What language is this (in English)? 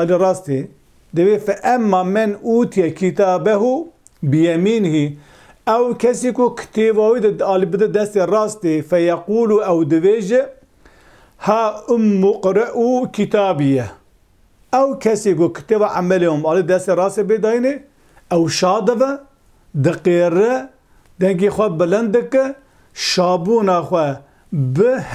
Kurdish